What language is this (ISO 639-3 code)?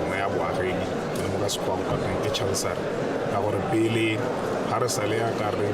tsn